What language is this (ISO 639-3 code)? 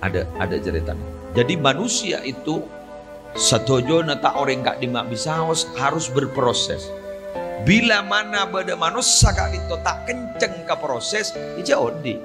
mad